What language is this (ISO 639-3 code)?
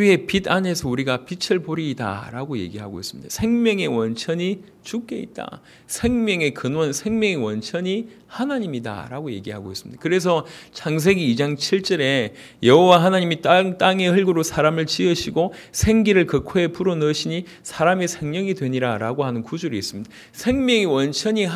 kor